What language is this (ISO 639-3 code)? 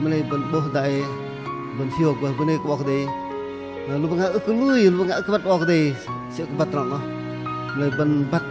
bdq